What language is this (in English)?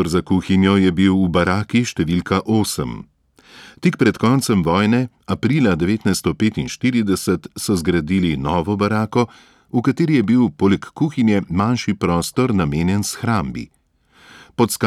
Slovenian